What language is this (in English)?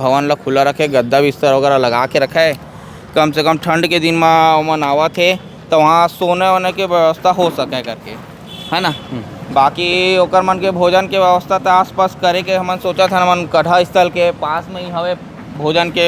Chhattisgarhi